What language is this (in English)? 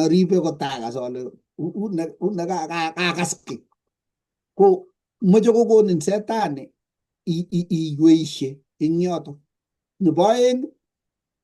Kalenjin